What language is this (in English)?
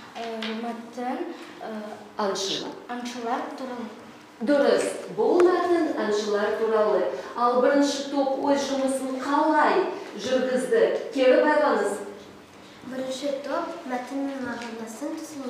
Kazakh